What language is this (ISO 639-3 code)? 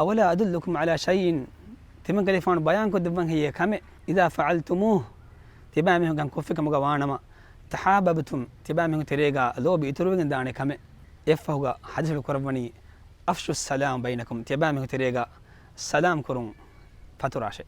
div